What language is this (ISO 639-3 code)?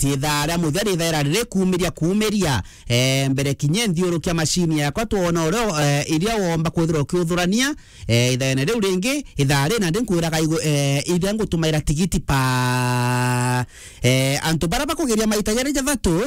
mer